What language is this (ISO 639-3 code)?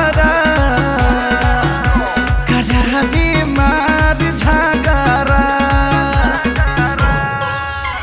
bho